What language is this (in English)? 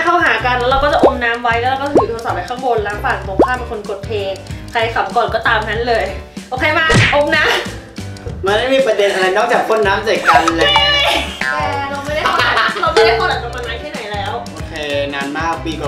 Thai